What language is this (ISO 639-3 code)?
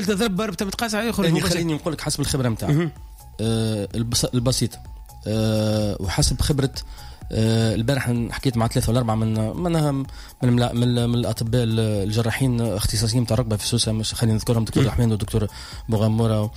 aeb